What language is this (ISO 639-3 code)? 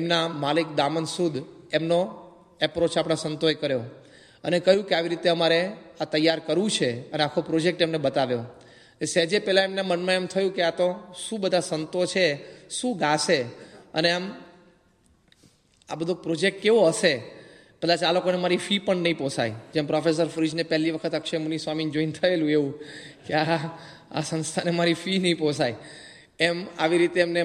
guj